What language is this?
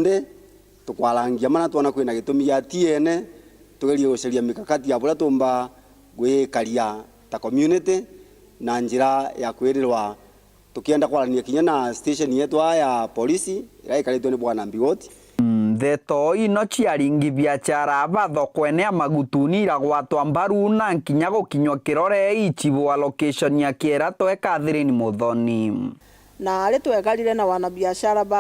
Meru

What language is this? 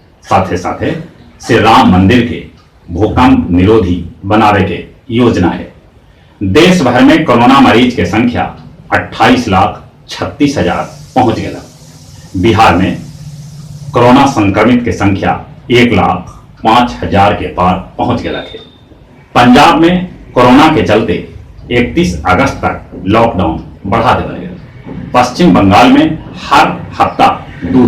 Magahi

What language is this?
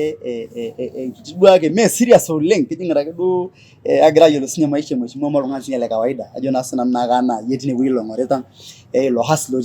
Masai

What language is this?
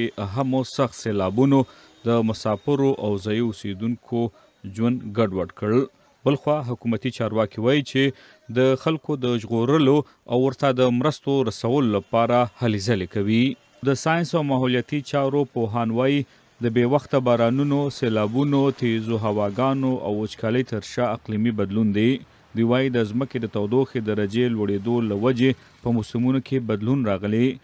Pashto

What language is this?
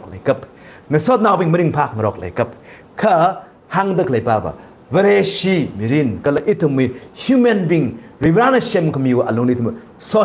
Tangkhul Naga (India)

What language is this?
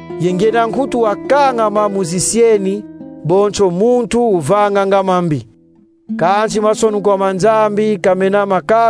Kongo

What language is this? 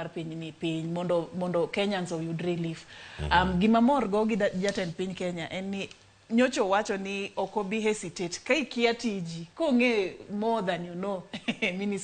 Luo (Kenya and Tanzania)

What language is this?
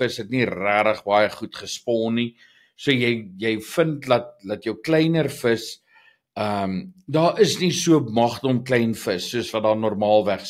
Afrikaans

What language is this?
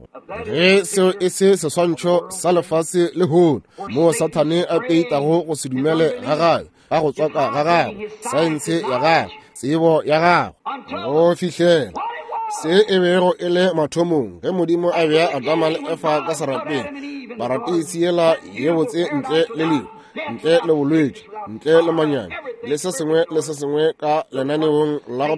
Northern Sotho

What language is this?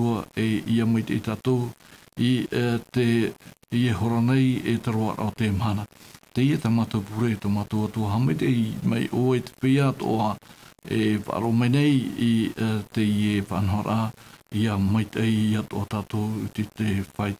Tahitian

